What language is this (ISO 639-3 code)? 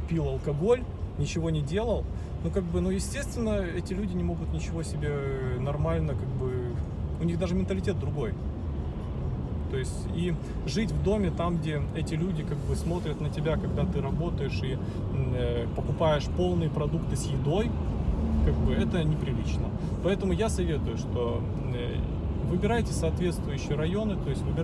rus